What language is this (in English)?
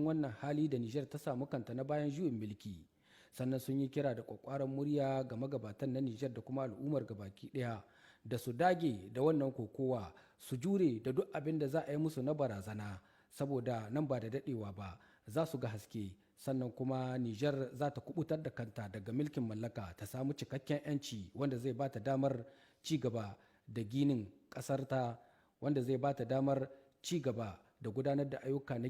Hausa